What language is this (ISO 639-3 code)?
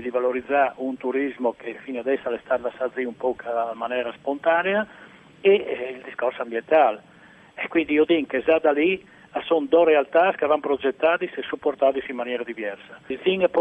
fur